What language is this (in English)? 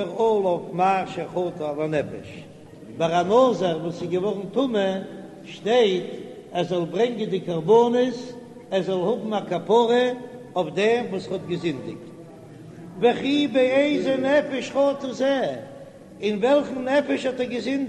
Yiddish